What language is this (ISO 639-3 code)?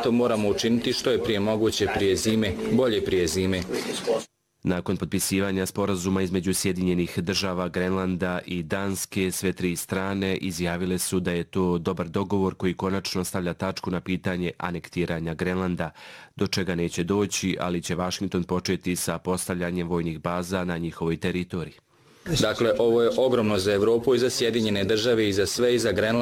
bos